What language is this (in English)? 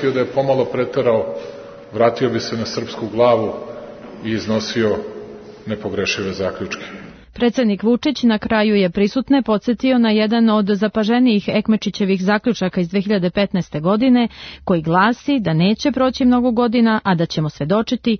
Serbian